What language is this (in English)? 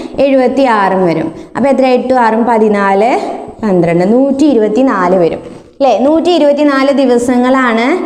Malayalam